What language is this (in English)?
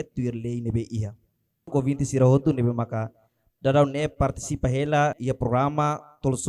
Tetum